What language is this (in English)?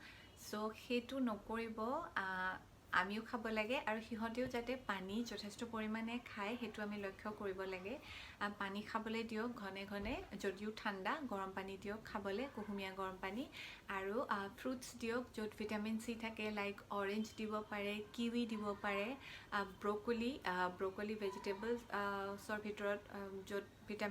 Assamese